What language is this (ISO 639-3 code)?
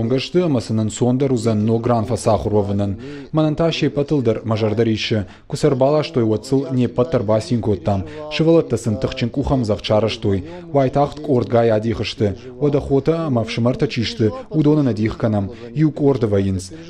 oss